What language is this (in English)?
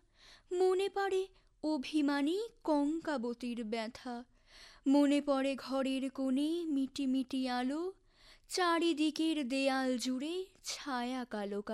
Bangla